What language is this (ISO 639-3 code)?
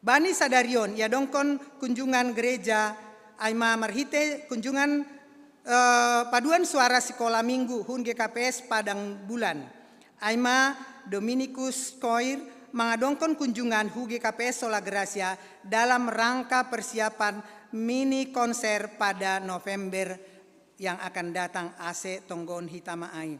bts